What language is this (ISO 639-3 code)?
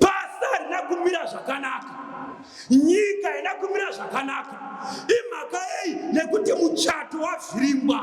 sna